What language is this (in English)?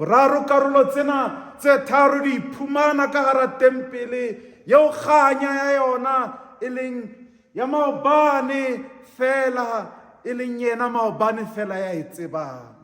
Southern Sotho